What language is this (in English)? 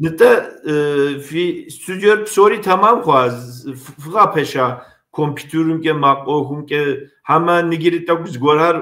Kabardian